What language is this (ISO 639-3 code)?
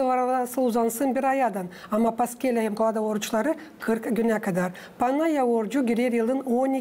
gag